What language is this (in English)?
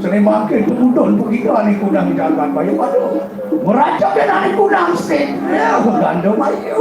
Balinese